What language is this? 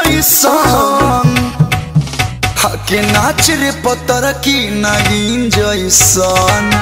Bhojpuri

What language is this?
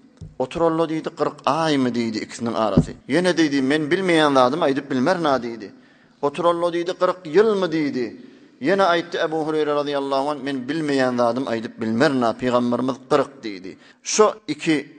Turkmen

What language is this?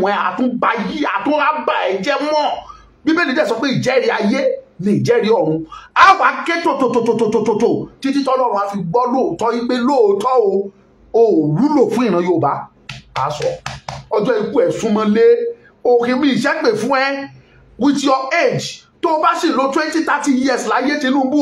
Yoruba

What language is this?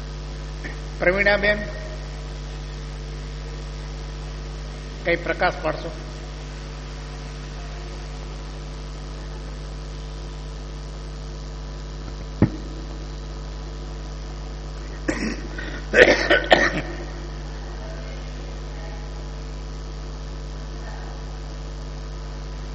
Gujarati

